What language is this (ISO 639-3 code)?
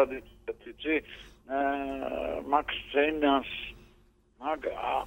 kat